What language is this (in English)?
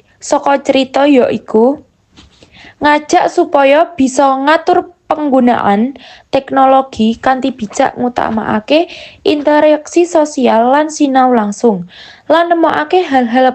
Javanese